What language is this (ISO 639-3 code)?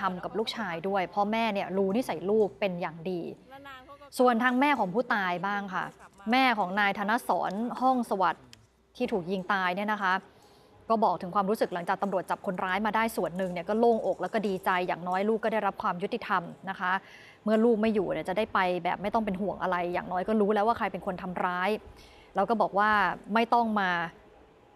tha